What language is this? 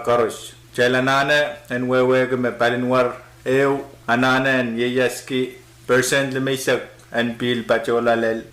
Pohnpeian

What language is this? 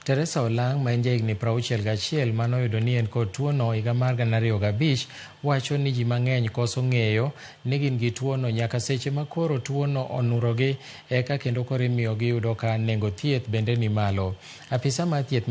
Luo (Kenya and Tanzania)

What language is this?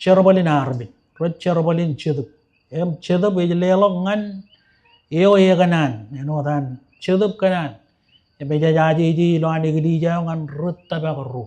Marshallese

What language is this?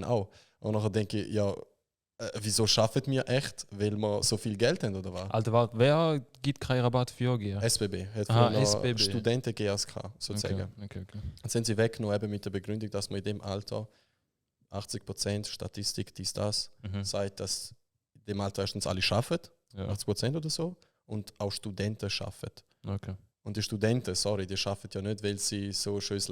Swiss German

